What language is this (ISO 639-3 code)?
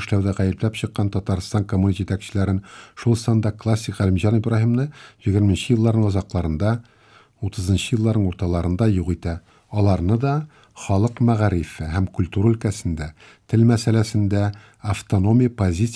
tat